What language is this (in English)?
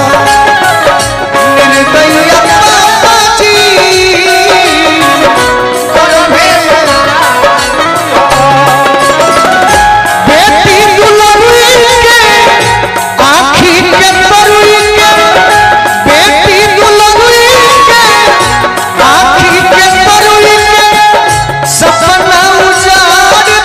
Bhojpuri